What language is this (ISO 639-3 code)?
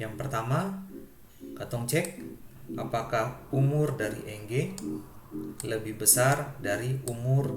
abs